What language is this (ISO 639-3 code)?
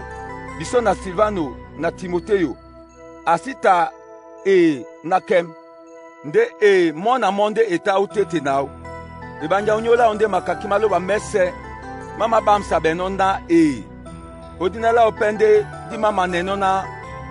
dua